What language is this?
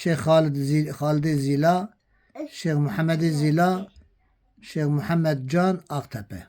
Kurdish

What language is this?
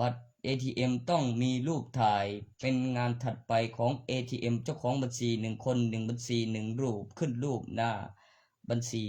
Lao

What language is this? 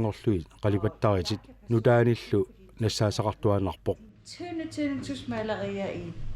Kalaallisut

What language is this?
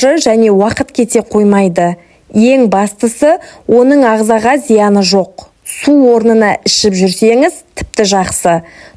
Kazakh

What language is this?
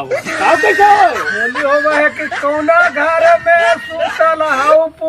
Magahi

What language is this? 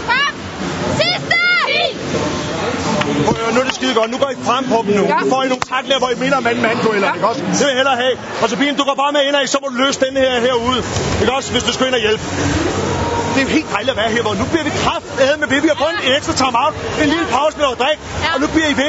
Danish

